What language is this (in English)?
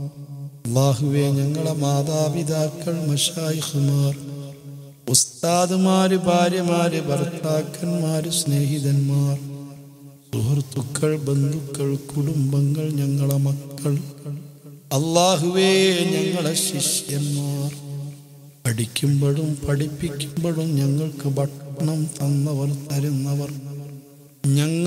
Malayalam